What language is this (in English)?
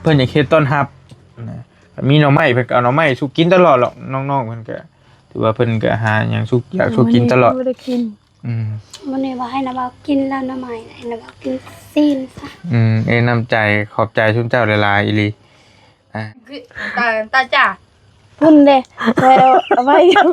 Northeastern Thai